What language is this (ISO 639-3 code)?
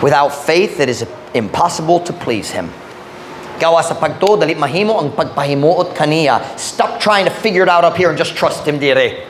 ceb